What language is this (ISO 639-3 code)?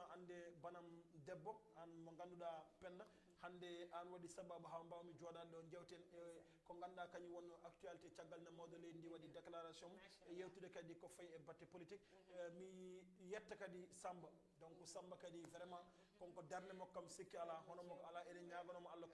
ful